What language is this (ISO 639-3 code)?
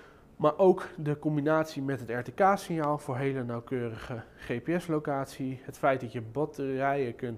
nld